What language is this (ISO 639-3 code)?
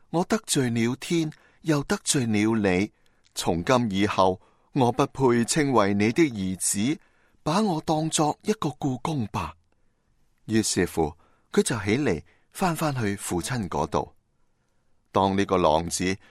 yue